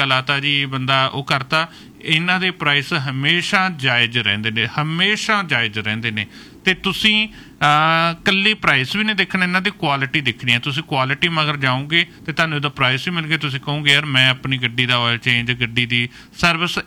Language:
Punjabi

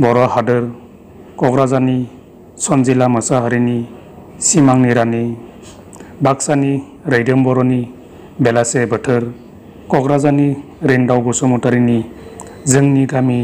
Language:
Bodo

